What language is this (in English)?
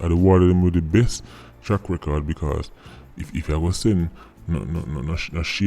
Jamaican Creole English